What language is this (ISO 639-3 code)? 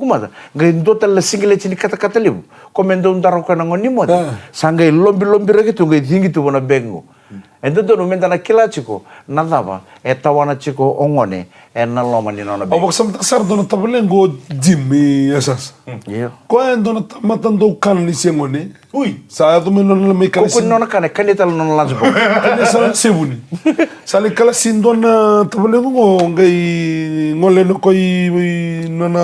fij